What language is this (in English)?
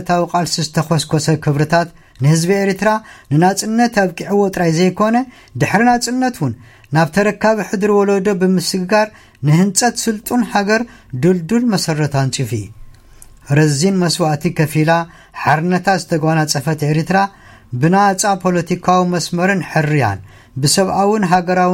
Tigrinya